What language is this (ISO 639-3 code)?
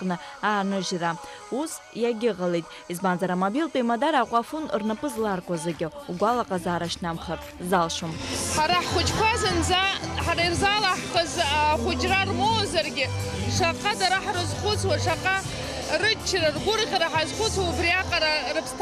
abk